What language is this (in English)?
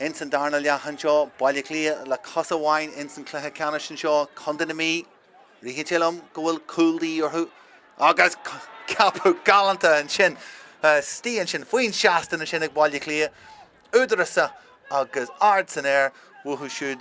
Irish